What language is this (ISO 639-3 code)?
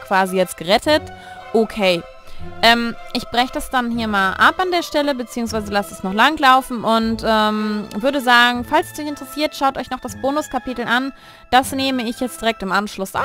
deu